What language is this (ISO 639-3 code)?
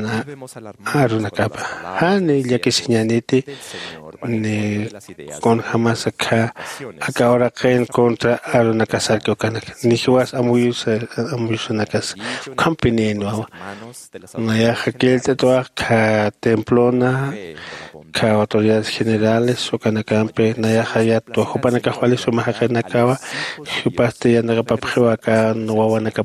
aym